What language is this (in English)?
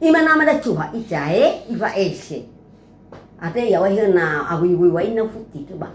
Nias